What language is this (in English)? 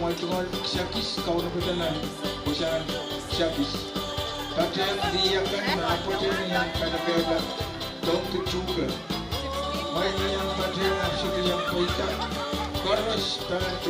Pohnpeian